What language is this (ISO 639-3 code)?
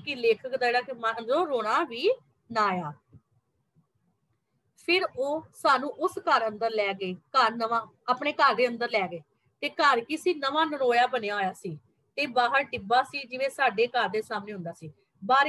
pan